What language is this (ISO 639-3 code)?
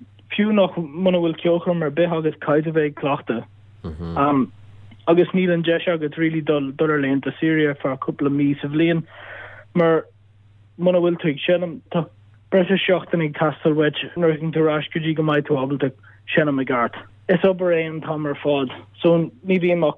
gle